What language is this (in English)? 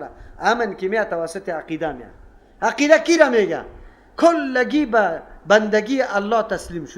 Persian